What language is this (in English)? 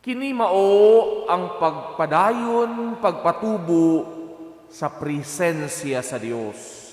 Cebuano